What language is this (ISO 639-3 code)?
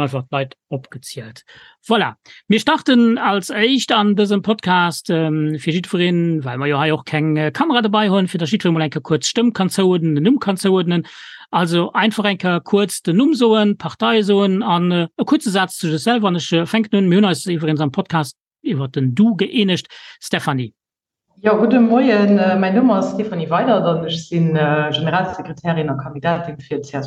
ltz